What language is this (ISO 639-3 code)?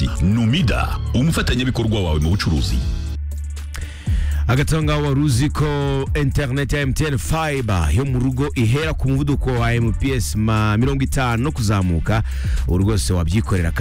kin